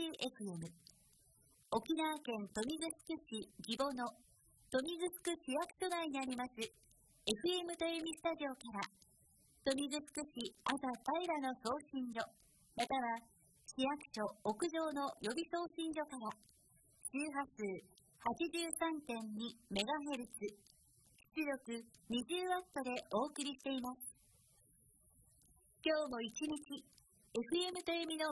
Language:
Japanese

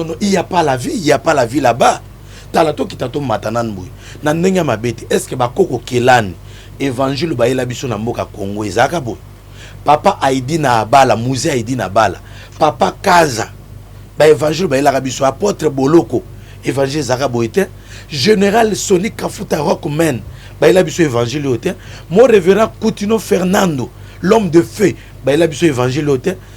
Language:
Lingala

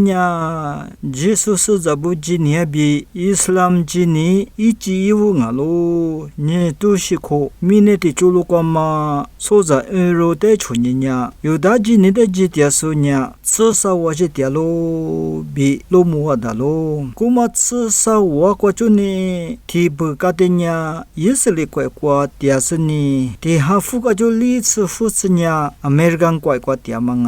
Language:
Lisu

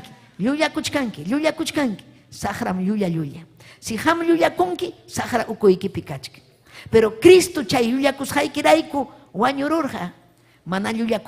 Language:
Ayacucho Quechua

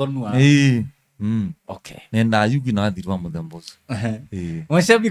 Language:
Kamba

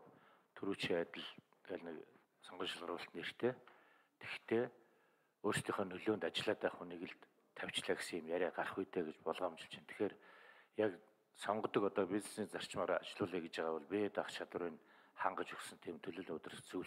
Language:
Mongolian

